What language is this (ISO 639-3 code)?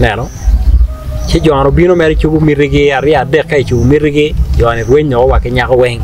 ach